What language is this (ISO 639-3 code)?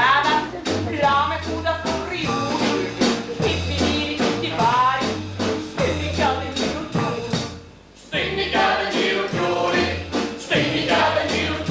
scn